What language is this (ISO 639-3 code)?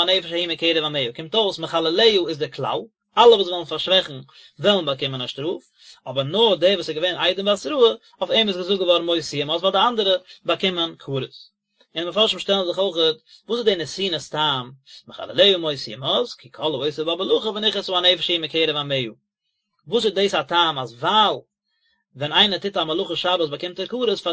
yid